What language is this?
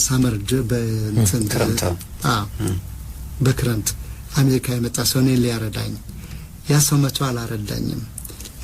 Amharic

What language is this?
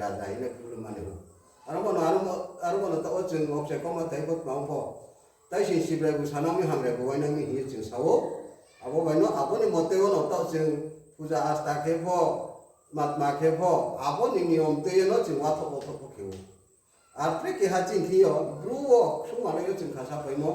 Riang (India)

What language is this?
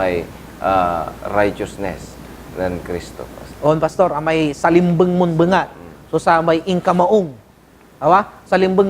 Pangasinan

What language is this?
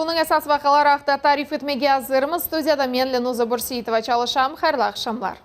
Crimean Tatar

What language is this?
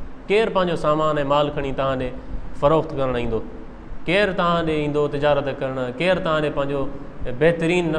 Sindhi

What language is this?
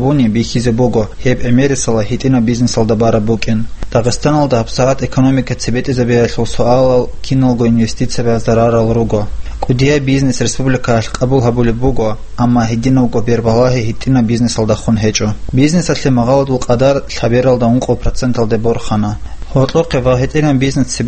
Avaric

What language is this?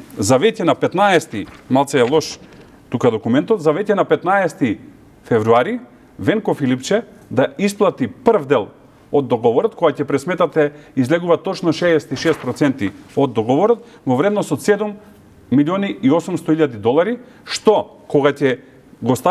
Macedonian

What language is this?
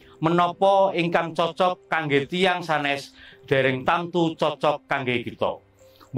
Javanese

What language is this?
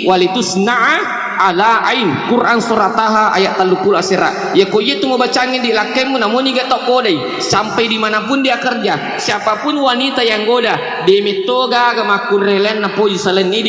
Buginese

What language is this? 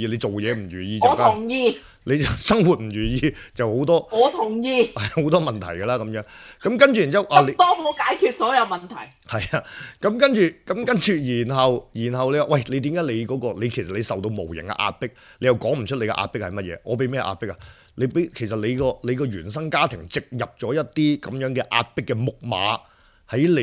Cantonese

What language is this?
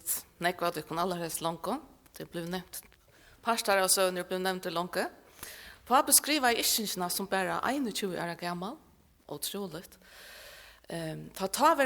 Faroese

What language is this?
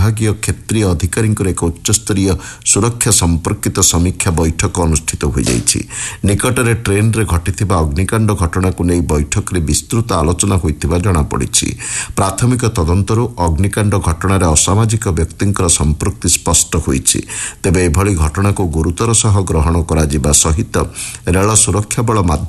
Odia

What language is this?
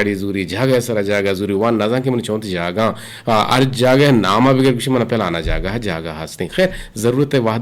Eastern Balochi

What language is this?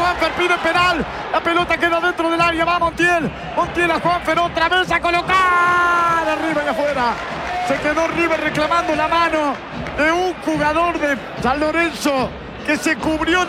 Spanish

